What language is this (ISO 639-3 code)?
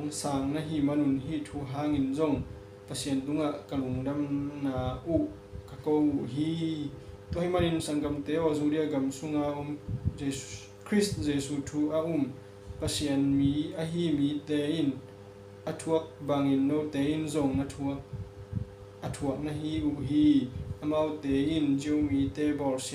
ctd